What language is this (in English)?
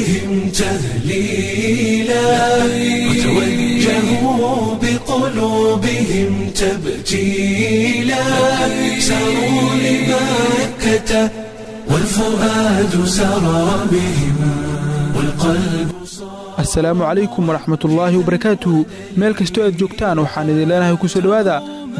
Somali